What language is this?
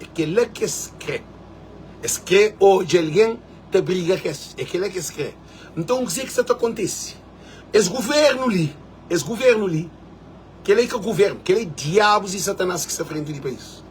Kabuverdianu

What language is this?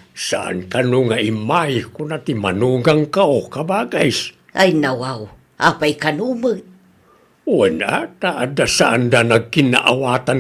Iloko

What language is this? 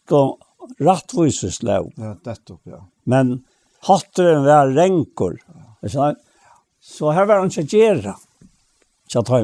Faroese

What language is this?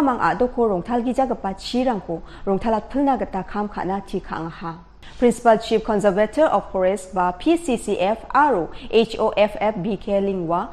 Garo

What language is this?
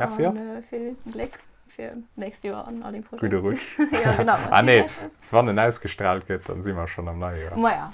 Luxembourgish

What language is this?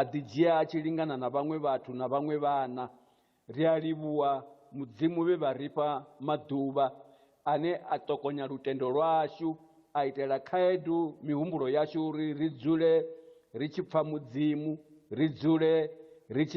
Venda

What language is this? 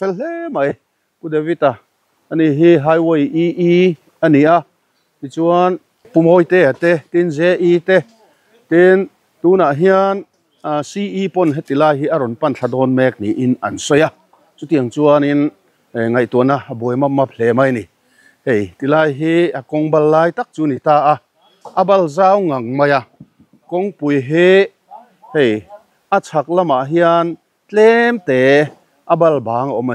Mizo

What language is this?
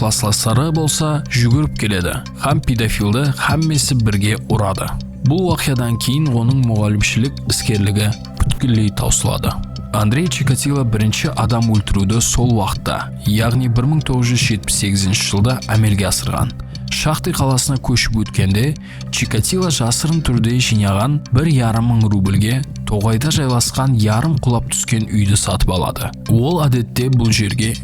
Kara-Kalpak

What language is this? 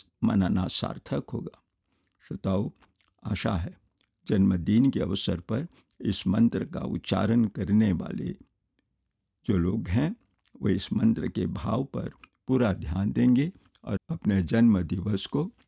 Hindi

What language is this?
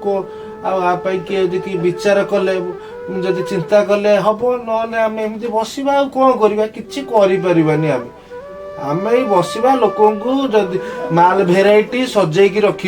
Odia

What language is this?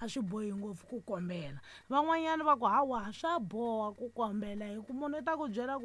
Tsonga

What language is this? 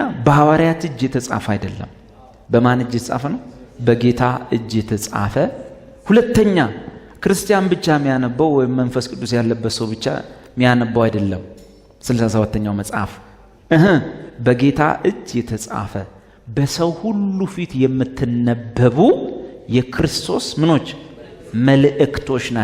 Amharic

